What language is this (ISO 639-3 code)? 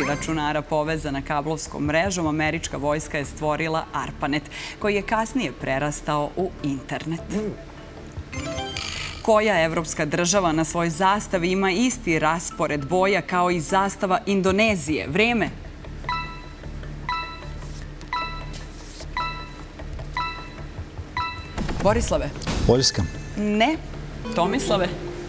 srp